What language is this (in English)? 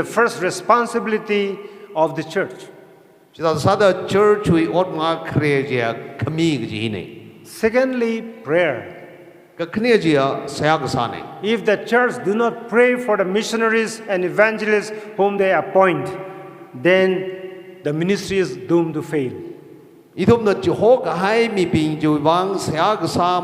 Tangkhul Naga (India)